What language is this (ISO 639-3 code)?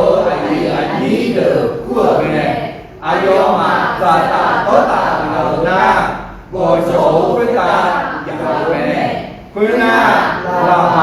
ahk